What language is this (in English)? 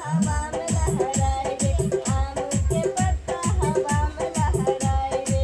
Maithili